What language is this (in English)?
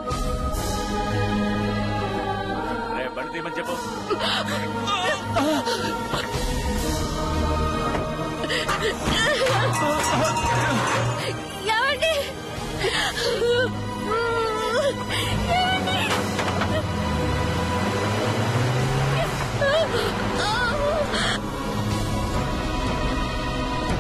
Telugu